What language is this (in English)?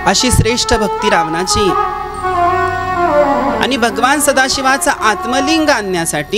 Marathi